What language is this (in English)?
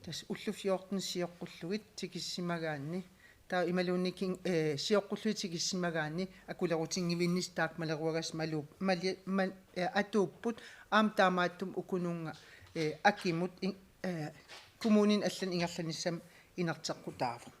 Kalaallisut